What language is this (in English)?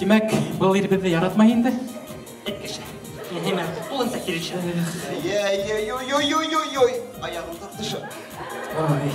Bashkir